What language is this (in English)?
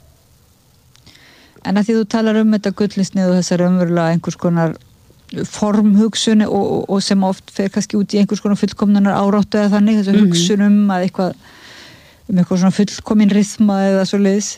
Icelandic